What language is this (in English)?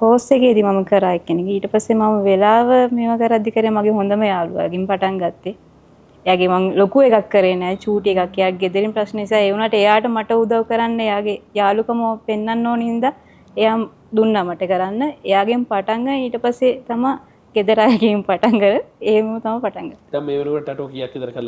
Sinhala